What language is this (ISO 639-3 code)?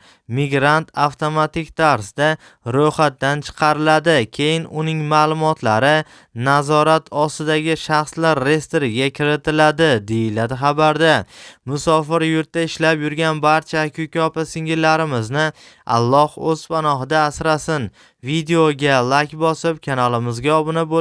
uzb